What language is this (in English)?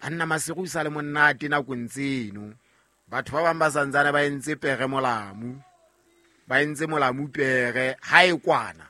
Southern Sotho